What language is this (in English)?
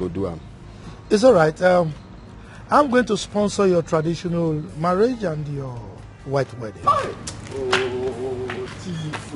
Nigerian Pidgin